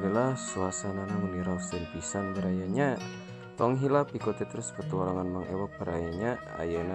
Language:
Sundanese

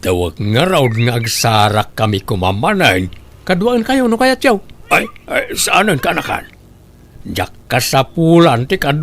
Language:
Iloko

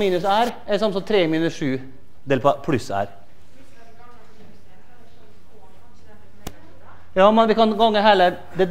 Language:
Norwegian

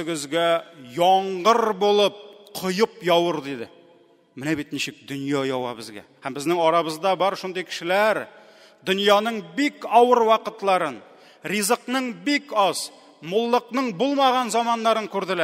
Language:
Tatar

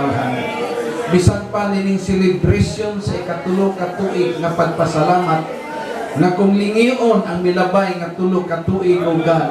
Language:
Cebuano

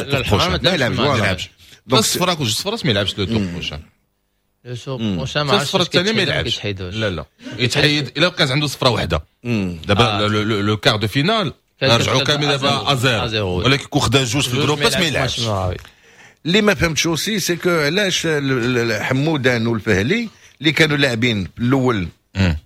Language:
Moroccan Arabic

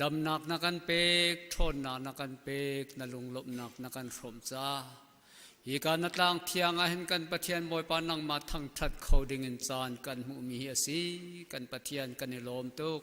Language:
Hakha Chin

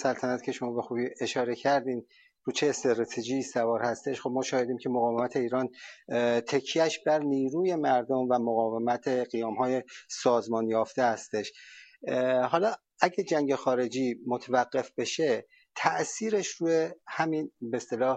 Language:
Persian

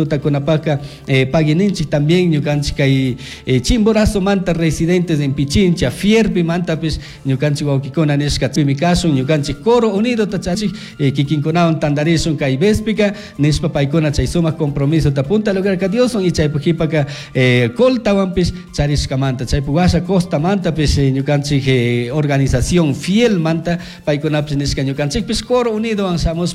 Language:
Chimborazo Highland Quichua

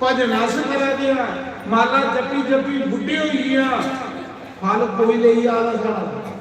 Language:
Dogri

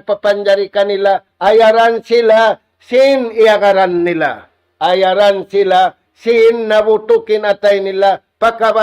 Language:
Tausug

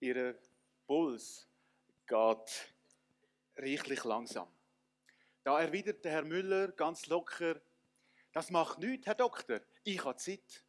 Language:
Swiss German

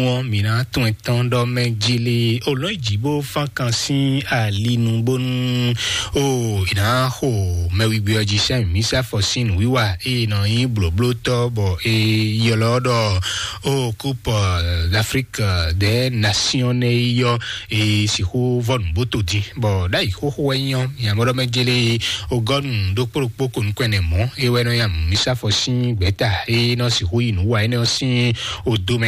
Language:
Fon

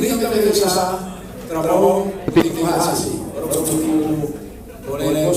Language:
Papiamento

